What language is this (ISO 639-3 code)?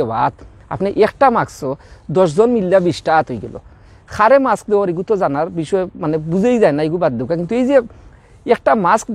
syl